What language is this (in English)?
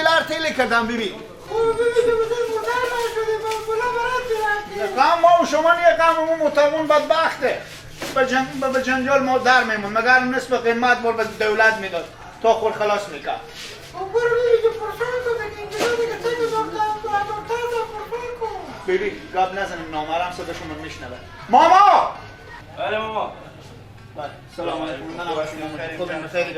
Persian